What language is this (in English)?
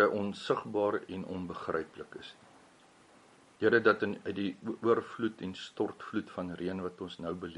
Afrikaans